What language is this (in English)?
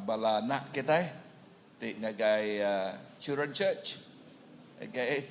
Iban